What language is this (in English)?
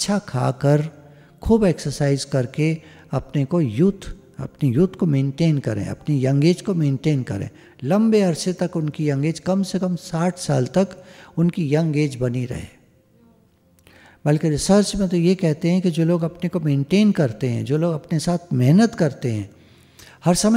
Hindi